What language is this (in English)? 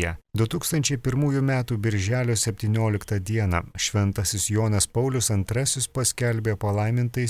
Lithuanian